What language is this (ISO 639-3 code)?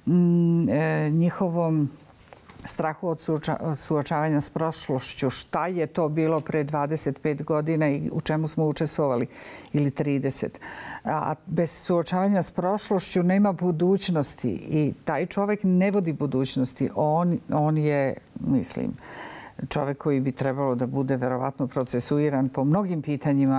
srp